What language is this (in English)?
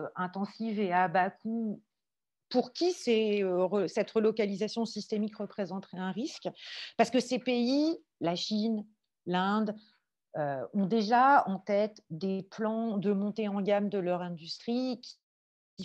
French